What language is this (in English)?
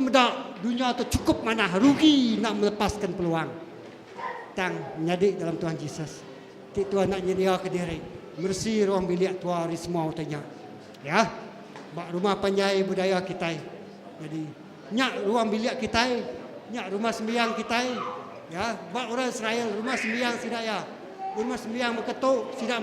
Iban